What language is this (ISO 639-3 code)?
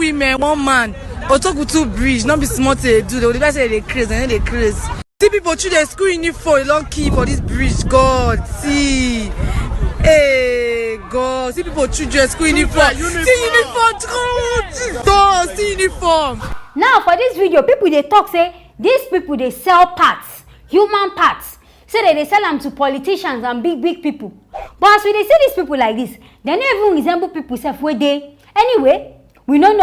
pcm